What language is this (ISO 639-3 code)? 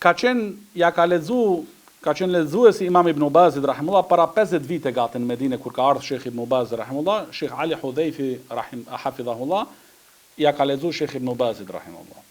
sqi